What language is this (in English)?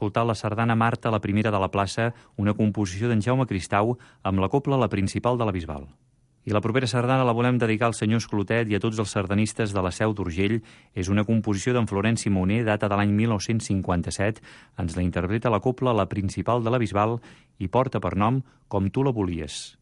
Catalan